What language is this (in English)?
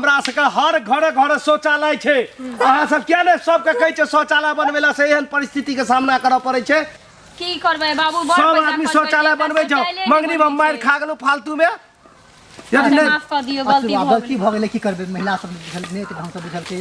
Maithili